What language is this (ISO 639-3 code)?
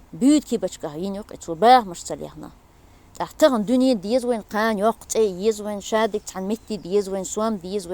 che